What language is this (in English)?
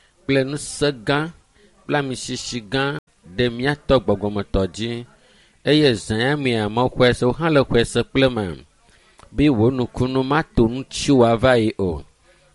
Ewe